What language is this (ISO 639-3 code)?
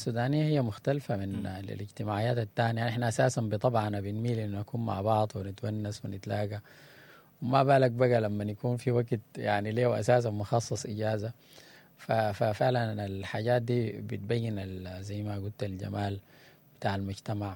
apd